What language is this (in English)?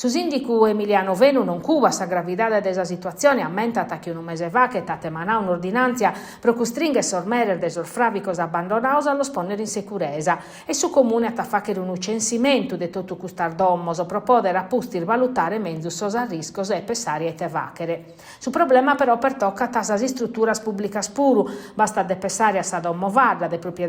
Sardinian